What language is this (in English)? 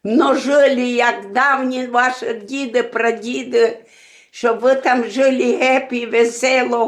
Rusyn